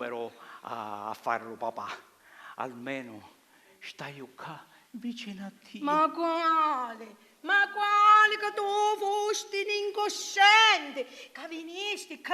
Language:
Sicilian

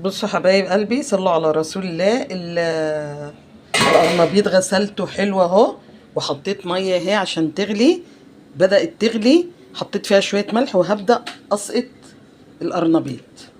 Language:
Egyptian Arabic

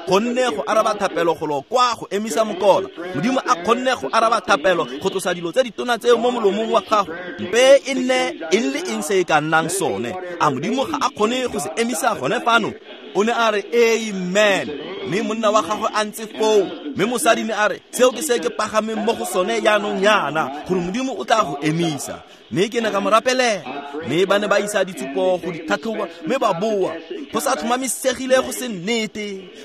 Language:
Tswana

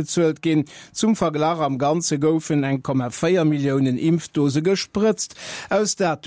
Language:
Luxembourgish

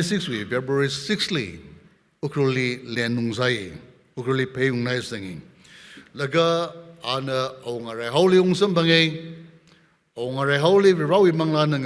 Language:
Tangkhul Naga (India)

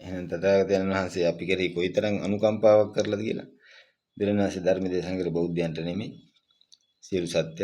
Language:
Sinhala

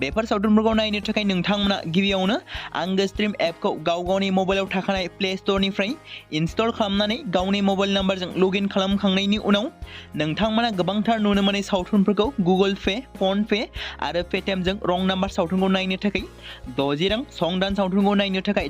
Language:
Bodo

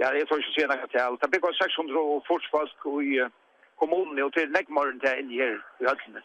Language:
Faroese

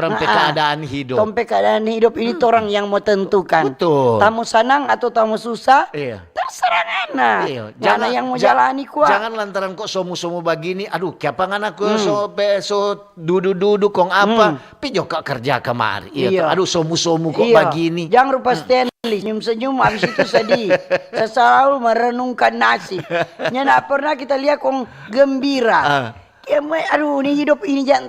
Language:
Manado Malay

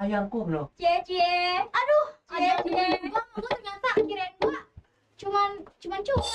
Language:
Betawi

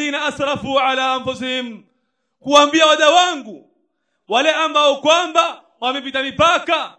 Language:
Swahili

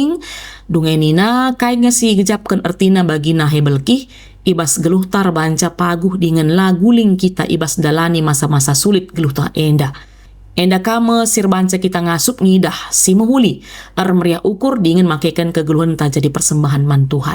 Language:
Batak Karo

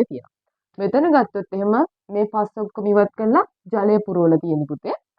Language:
Sinhala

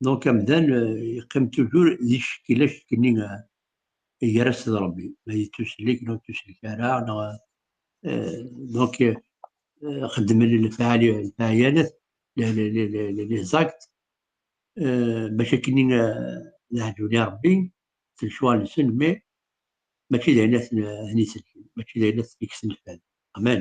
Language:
Kabyle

